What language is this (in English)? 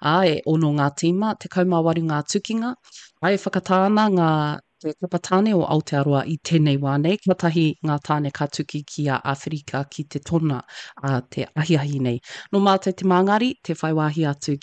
Māori